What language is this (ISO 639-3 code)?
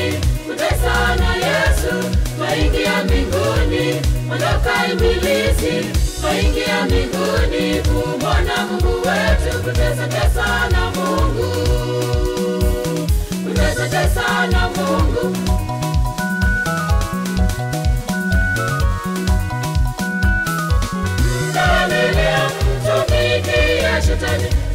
swa